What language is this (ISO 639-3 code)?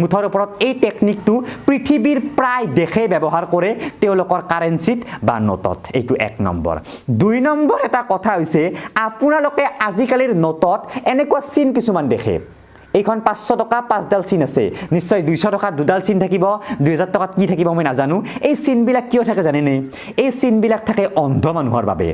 asm